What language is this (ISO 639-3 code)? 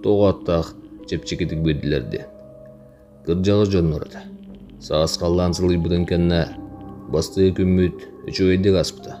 sah